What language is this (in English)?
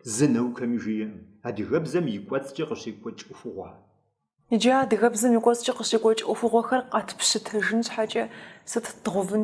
Kabardian